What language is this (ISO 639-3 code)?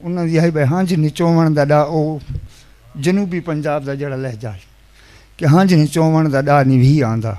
skr